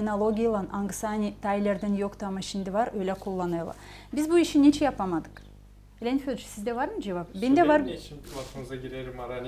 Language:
Gagauz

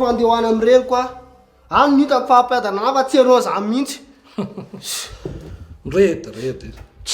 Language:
Malagasy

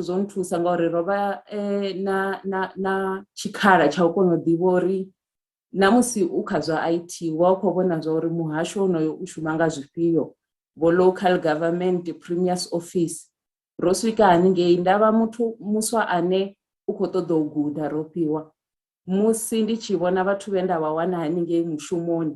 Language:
Venda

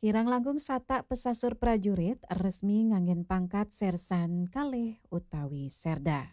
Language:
Balinese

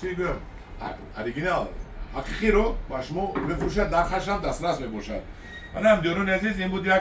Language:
Tajik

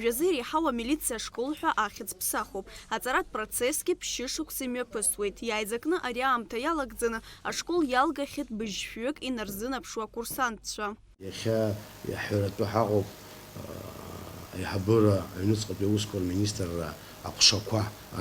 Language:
Abkhazian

